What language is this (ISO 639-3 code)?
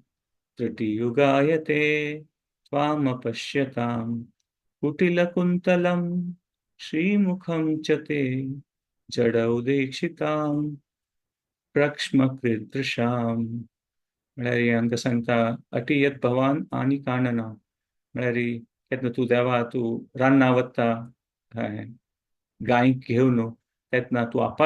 kok